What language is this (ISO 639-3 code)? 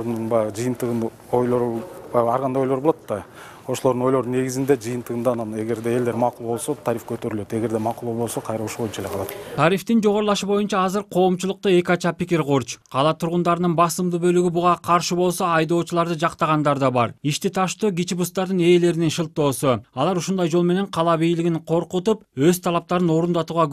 kir